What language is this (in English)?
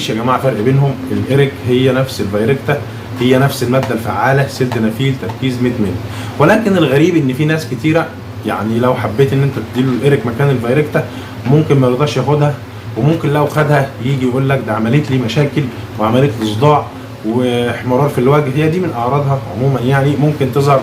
Egyptian Arabic